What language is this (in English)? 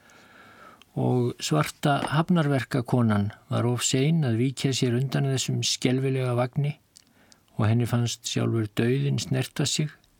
Icelandic